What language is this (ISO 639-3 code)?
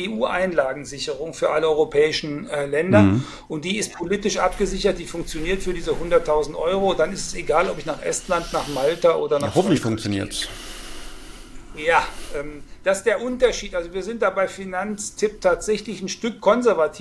deu